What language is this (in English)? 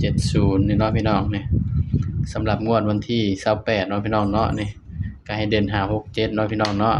Northeastern Thai